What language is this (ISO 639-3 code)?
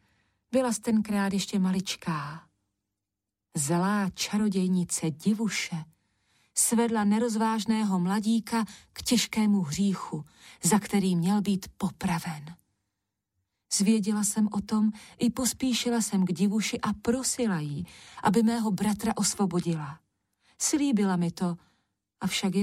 ces